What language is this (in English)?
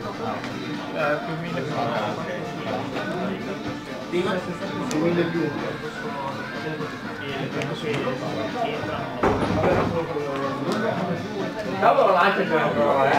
Italian